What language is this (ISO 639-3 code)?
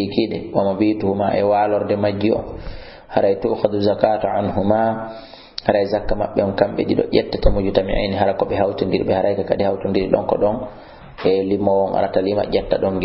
ful